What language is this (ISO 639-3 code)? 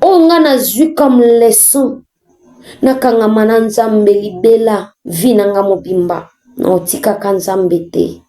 lin